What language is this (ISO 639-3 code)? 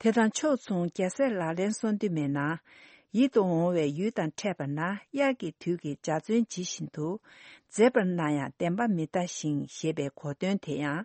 bod